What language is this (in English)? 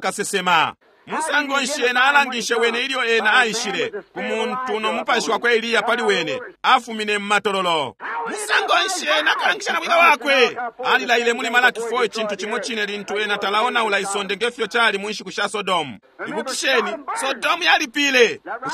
Bemba